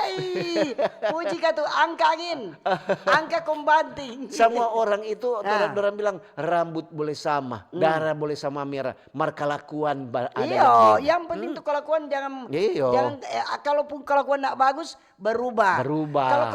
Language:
Manado Malay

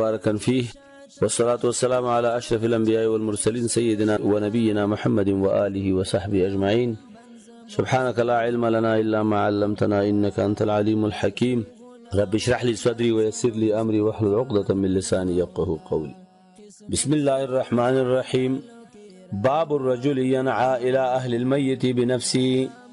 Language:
Pashto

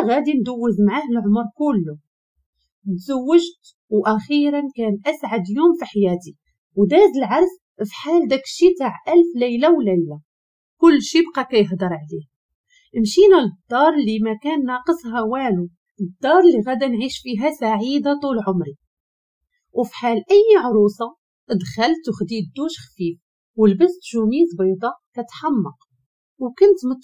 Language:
Moroccan Arabic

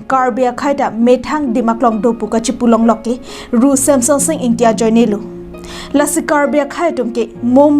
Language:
Karbi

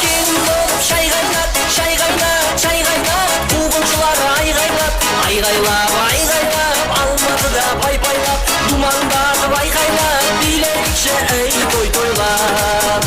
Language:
Kara-Kalpak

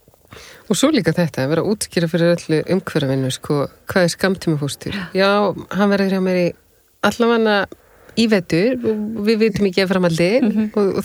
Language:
Icelandic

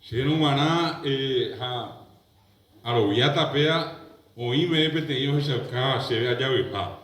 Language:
Guarani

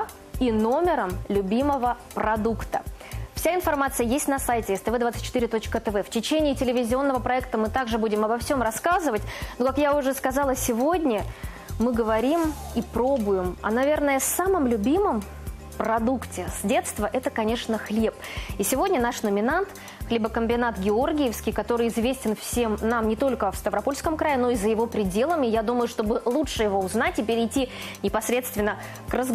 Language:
Russian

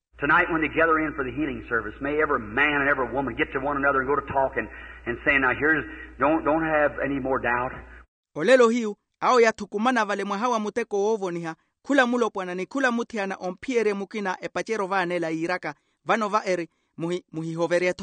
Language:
Makhuwa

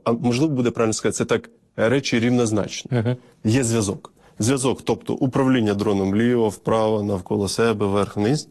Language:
Ukrainian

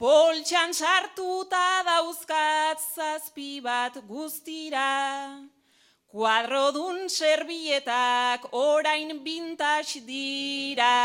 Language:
Basque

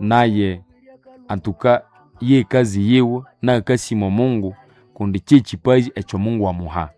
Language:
Nande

